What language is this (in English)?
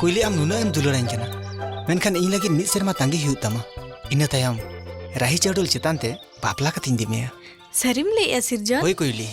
Santali